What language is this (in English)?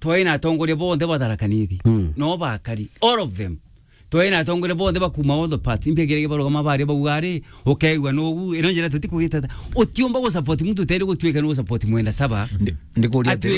Meru